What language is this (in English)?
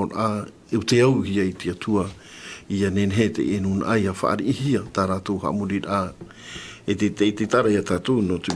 Tahitian